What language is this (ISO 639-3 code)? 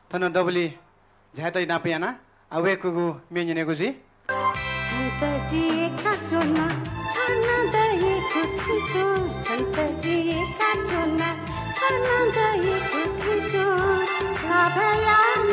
new